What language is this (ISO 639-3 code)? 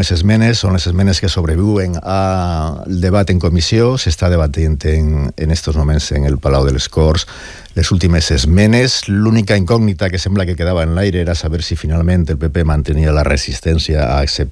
cat